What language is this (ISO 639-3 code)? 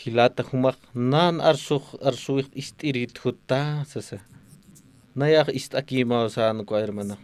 aym